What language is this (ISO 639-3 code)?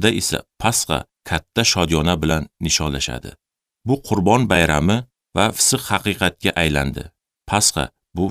uzb